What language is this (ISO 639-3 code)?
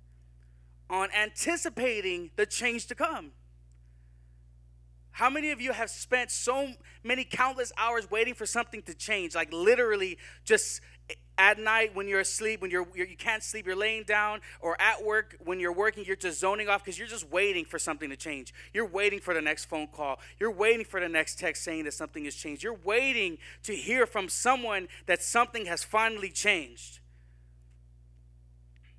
eng